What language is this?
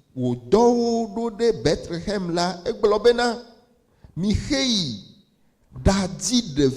Ewe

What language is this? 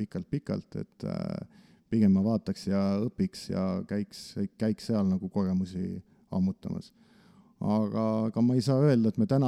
Estonian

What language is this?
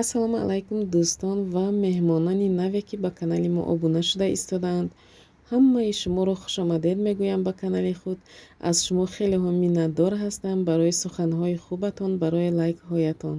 Tajik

